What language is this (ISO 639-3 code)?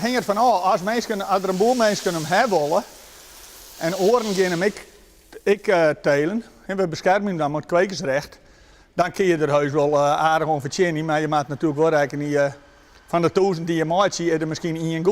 fry